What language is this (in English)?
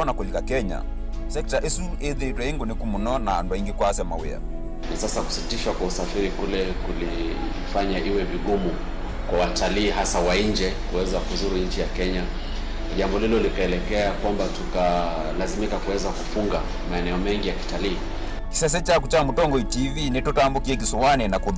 Kamba